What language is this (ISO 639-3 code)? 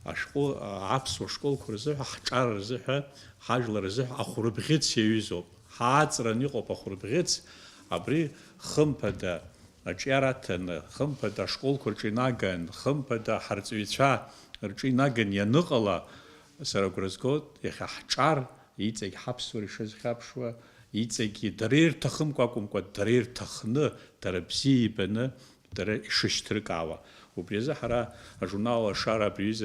abk